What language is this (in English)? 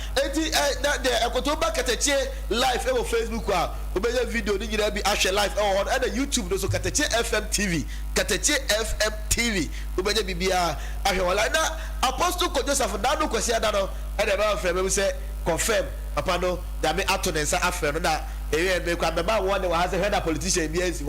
Akan